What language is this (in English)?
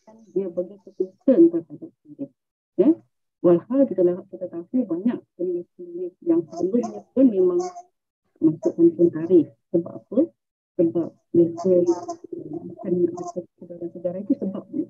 Malay